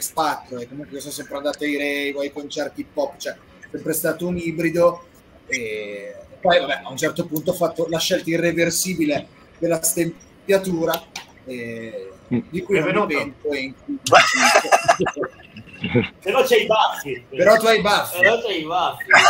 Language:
Italian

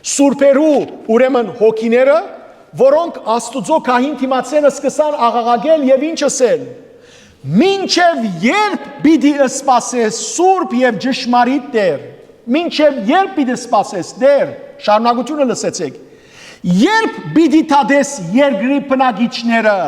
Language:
Western Armenian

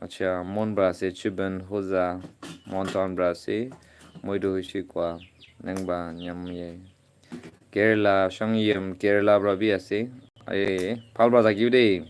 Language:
Naga Pidgin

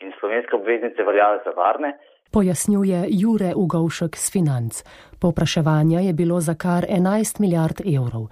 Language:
Slovenian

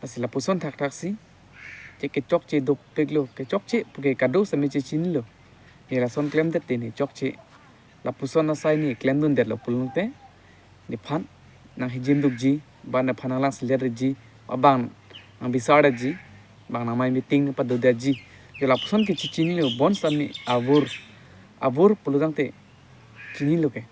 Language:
Karbi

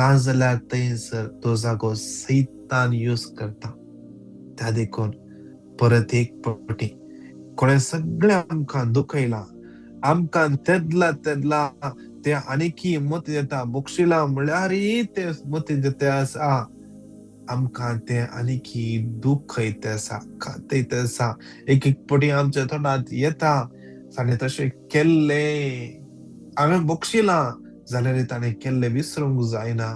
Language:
Konkani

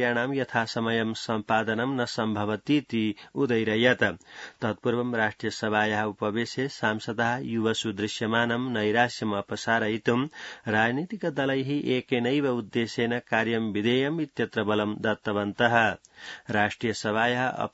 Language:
Sanskrit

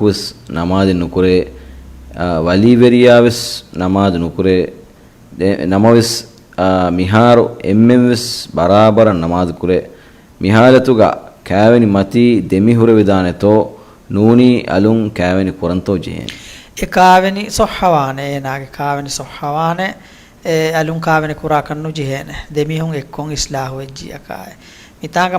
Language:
Divehi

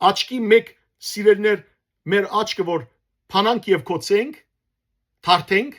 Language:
Western Armenian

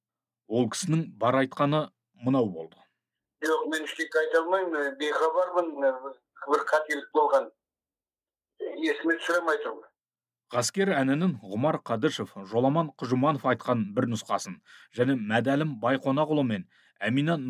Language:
Kazakh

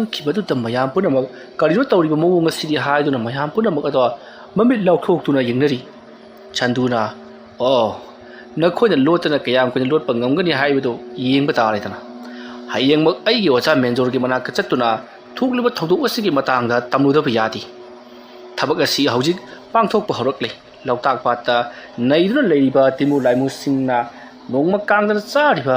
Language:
Manipuri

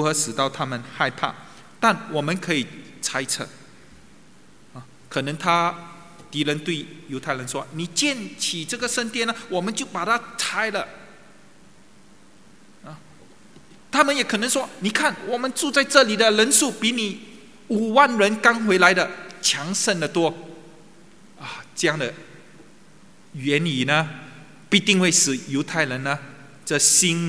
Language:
Chinese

